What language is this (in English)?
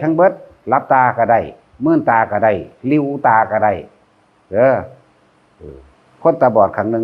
Northeastern Thai